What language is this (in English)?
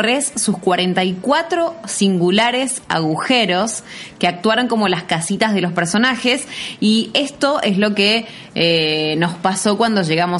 Spanish